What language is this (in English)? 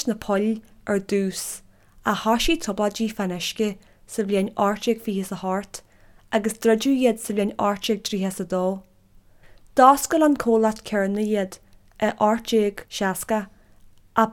Irish